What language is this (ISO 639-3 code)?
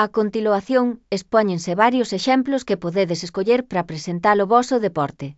glg